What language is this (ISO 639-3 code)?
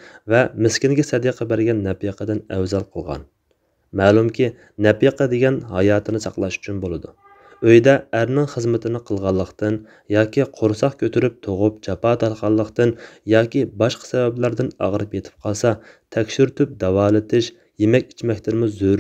uig